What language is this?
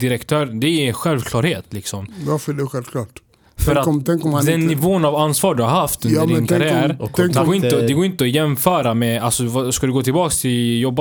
Swedish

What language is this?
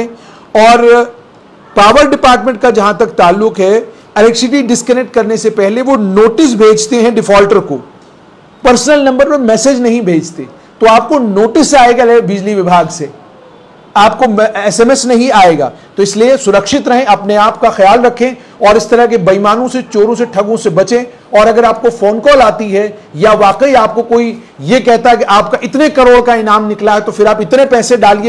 Hindi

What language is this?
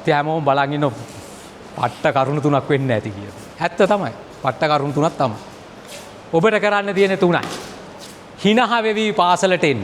Sinhala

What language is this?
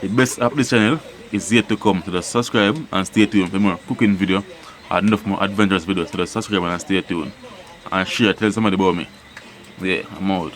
Jamaican Creole English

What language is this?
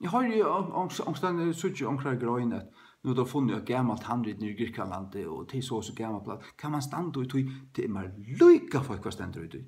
Faroese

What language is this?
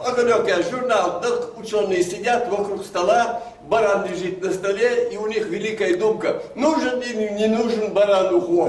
Ingush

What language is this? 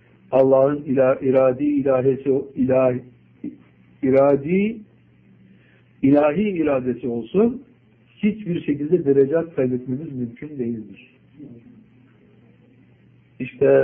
Turkish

